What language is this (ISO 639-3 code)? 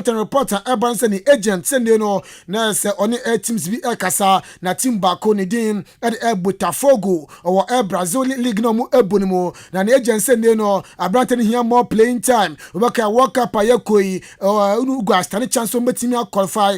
aka